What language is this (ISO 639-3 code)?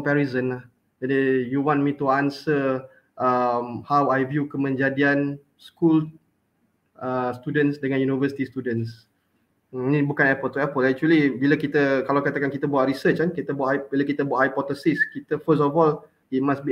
msa